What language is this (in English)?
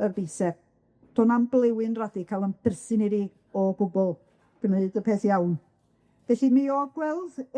Welsh